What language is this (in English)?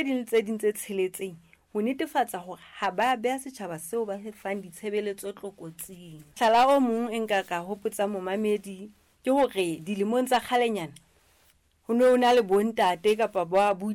Southern Sotho